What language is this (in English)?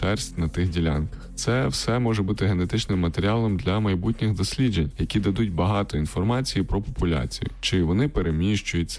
Ukrainian